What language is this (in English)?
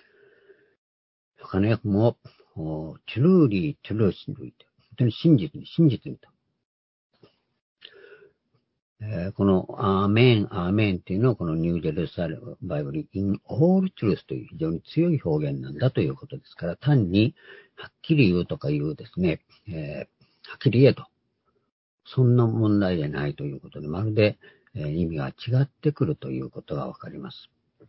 Japanese